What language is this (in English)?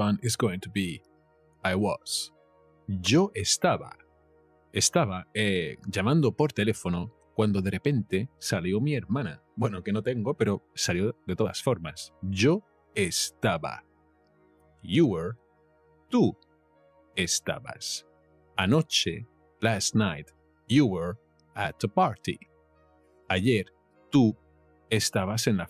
Spanish